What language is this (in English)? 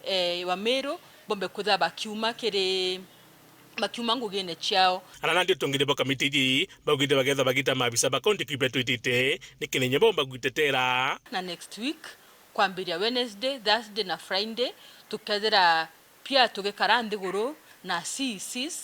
Meru